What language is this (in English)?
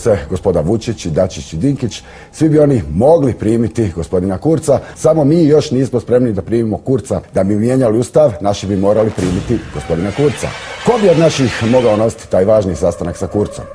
Bosnian